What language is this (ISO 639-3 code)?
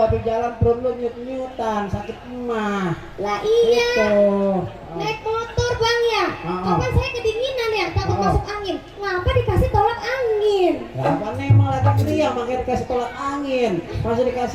bew